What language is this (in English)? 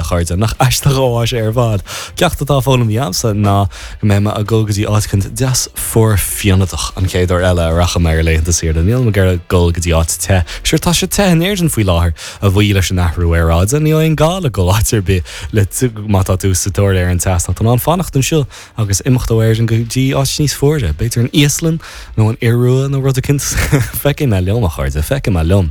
Irish